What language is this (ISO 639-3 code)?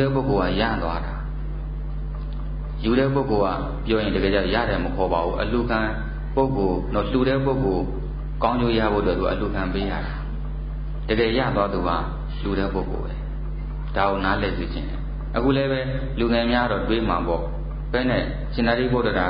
mya